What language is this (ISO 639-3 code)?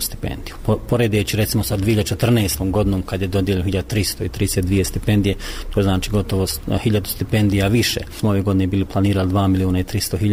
bos